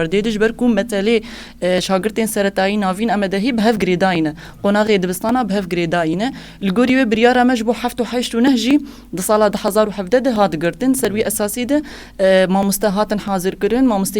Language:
Kurdish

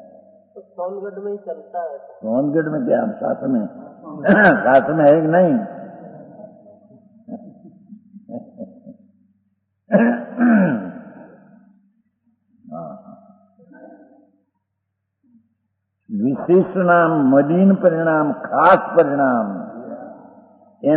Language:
Gujarati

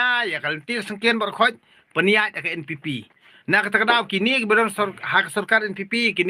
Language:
Khasi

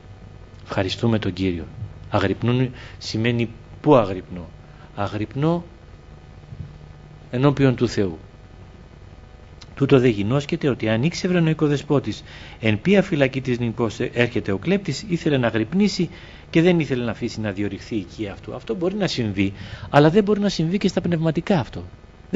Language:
Greek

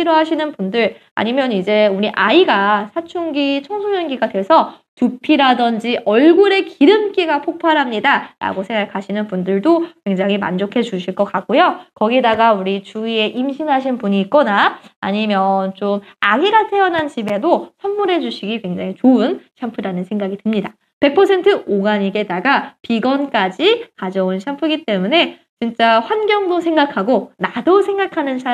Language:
Korean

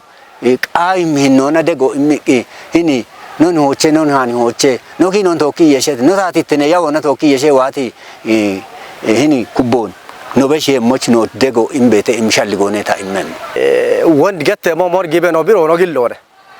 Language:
Kafa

